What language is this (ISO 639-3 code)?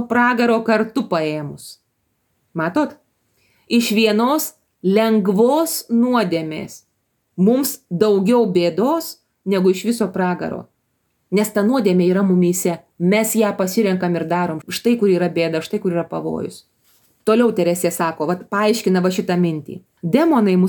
lit